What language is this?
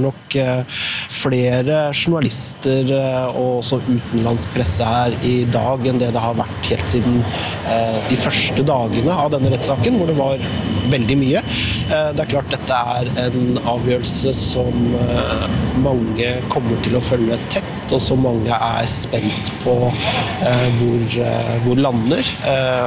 Norwegian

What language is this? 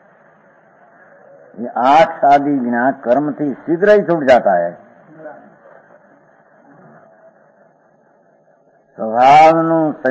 Gujarati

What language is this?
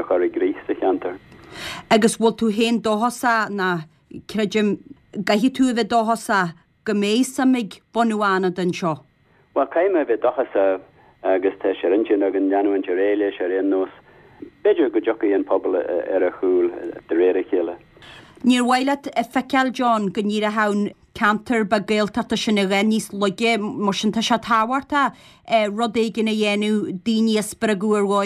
Irish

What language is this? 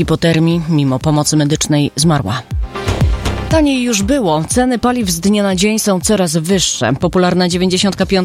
Polish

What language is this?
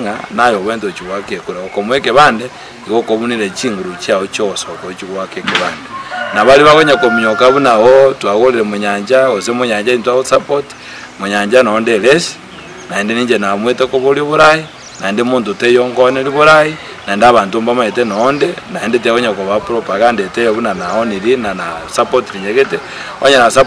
Gusii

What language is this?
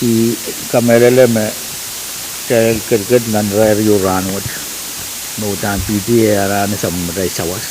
Pohnpeian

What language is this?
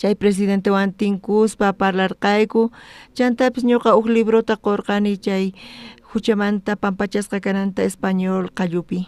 South Bolivian Quechua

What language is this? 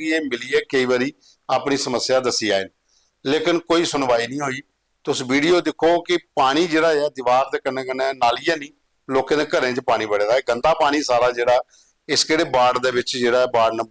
Dogri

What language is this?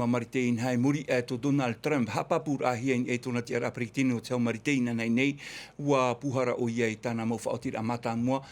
Tahitian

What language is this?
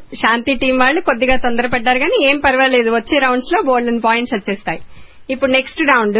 Telugu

